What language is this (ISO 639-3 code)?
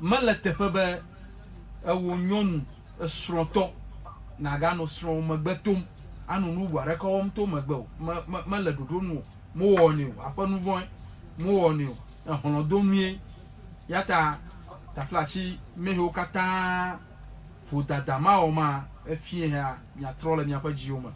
ewe